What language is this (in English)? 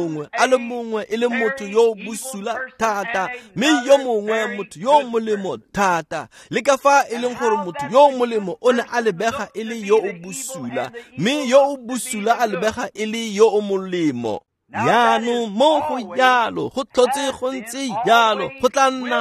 Tswana